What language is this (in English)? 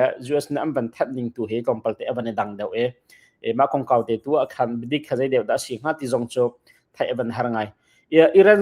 Hakha Chin